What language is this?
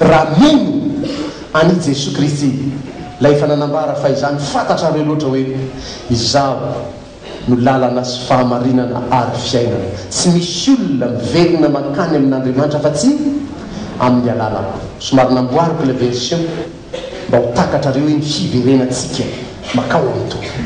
Malagasy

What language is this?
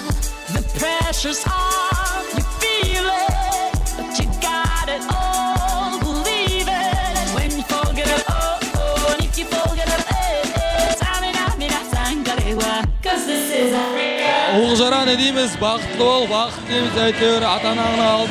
Kara-Kalpak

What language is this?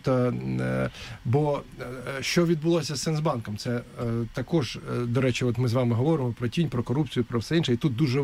Ukrainian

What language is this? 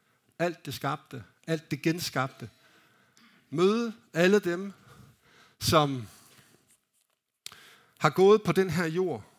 Danish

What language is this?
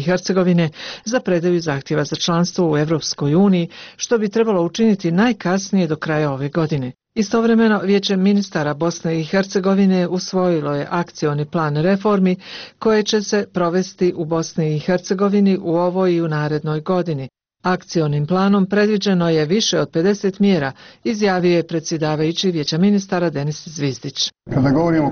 Bosnian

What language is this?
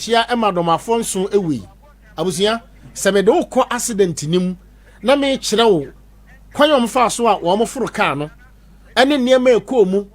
Akan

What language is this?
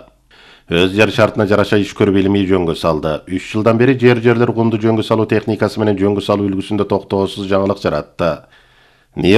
Kyrgyz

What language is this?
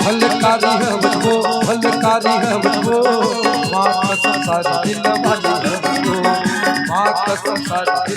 Chhattisgarhi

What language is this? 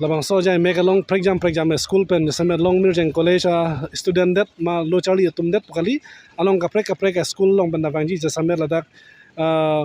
Karbi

